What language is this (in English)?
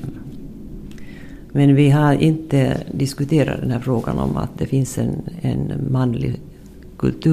Swedish